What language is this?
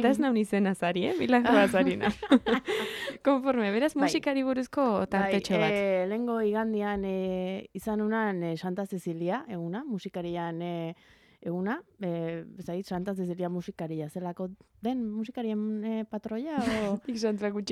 Basque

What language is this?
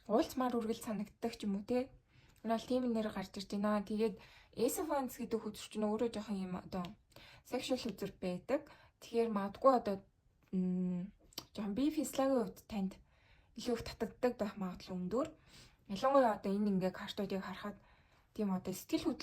Mongolian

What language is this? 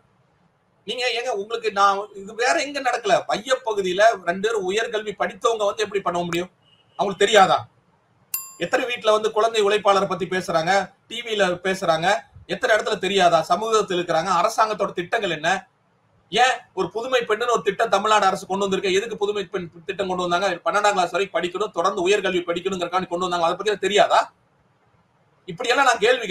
Tamil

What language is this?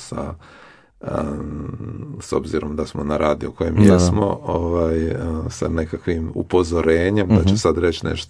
Croatian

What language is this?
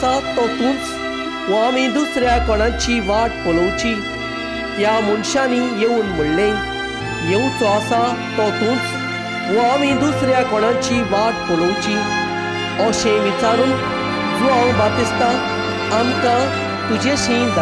Konkani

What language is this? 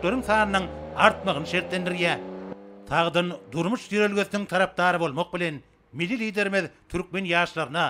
Turkmen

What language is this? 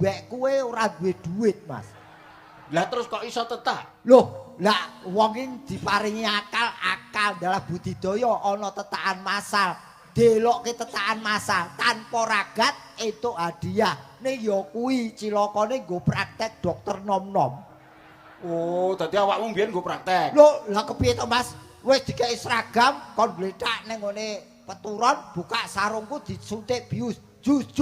Javanese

